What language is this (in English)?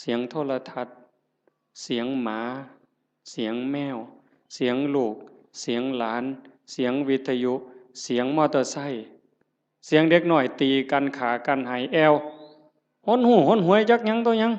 Northeastern Thai